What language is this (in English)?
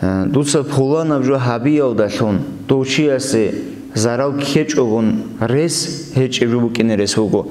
Avaric